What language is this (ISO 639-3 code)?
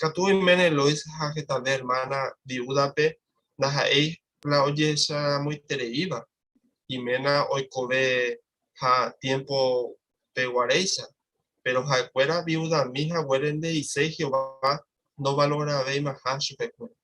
grn